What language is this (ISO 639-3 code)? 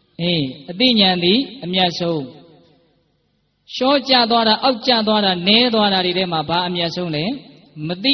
mya